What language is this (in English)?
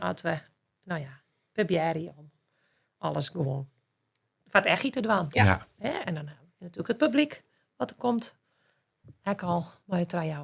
Western Frisian